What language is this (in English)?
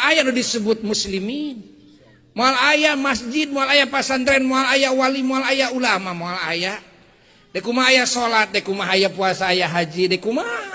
Sundanese